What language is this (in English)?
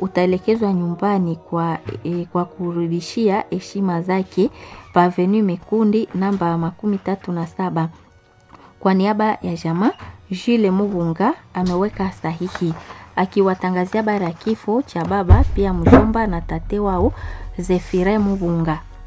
Swahili